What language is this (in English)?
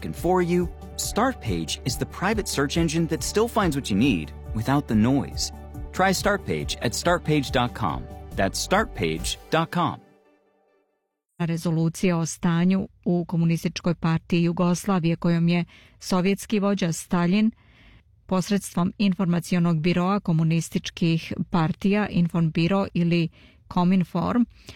Serbian